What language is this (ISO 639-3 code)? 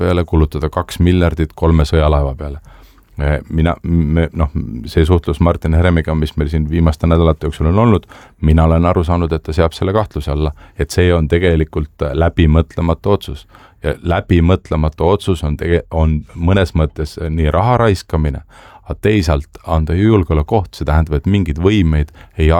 est